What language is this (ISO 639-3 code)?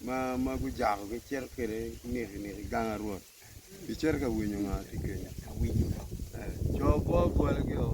ach